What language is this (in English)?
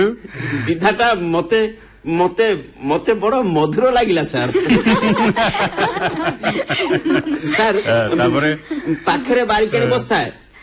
Odia